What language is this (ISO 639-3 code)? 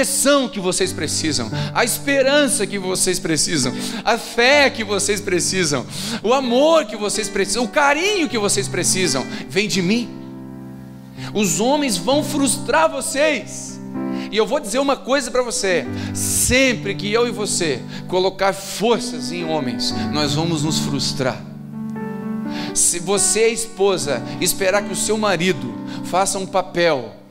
por